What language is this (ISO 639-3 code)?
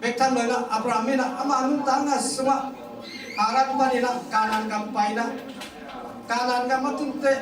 ctd